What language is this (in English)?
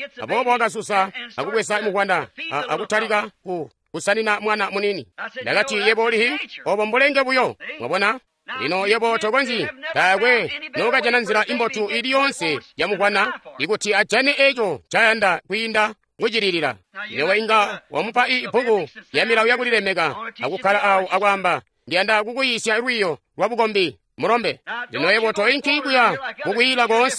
Tonga (Zambia)